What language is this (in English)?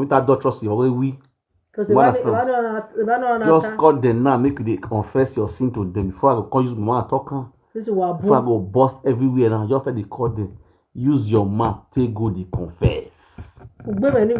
Nigerian Pidgin